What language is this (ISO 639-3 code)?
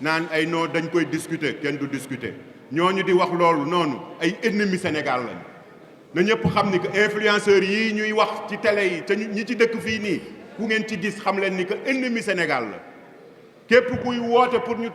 wol